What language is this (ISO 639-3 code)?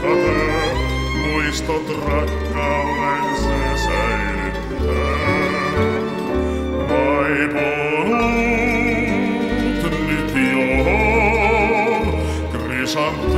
fin